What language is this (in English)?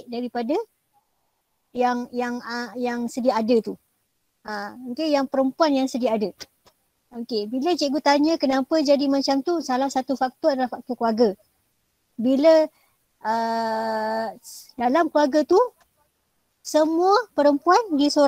Malay